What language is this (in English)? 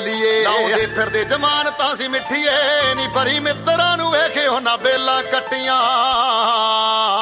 Punjabi